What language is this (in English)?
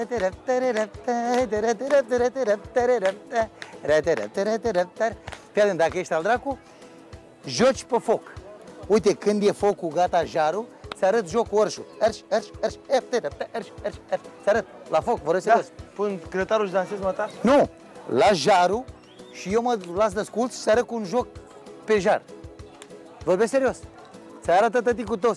Romanian